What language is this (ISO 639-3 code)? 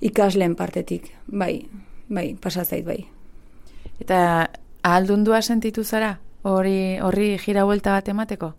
eus